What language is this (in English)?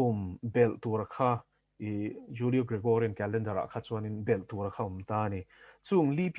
Mizo